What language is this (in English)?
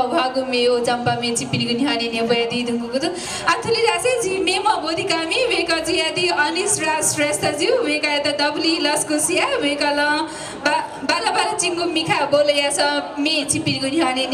Newari